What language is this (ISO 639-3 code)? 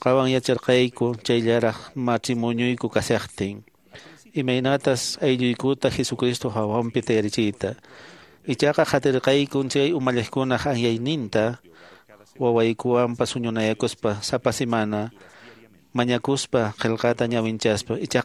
que